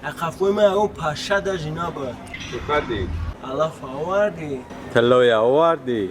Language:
Tajik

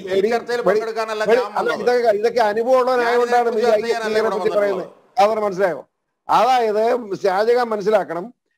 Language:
Malayalam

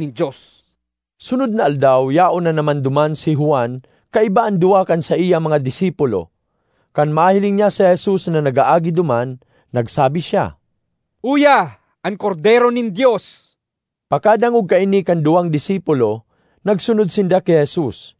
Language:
Bikol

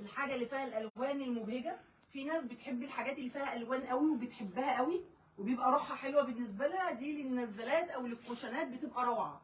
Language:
Egyptian Arabic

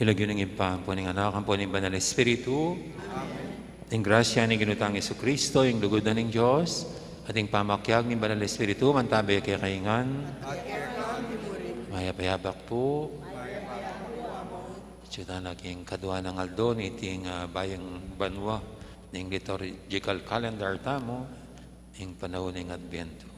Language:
Pampanga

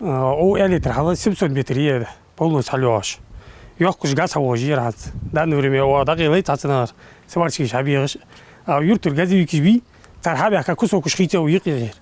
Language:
Ingush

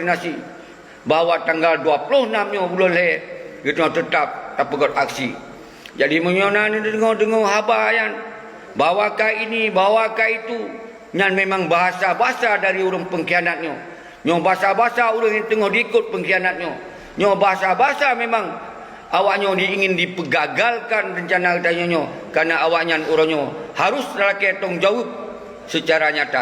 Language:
Achinese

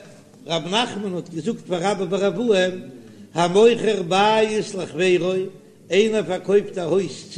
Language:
Yiddish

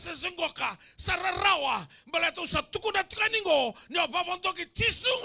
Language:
Fijian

